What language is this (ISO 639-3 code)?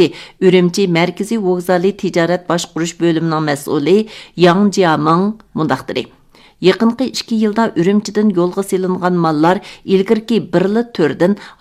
uig